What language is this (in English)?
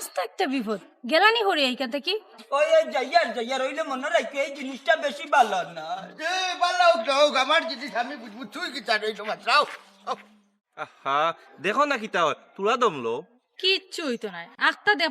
Sylheti